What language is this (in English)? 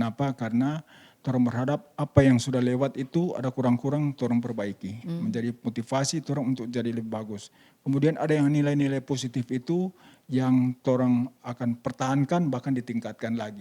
Manado Malay